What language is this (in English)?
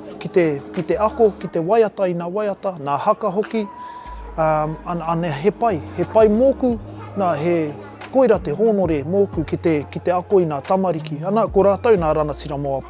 Māori